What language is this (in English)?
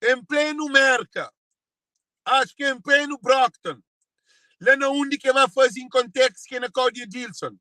Kabuverdianu